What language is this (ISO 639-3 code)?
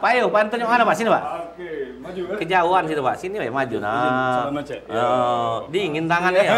mui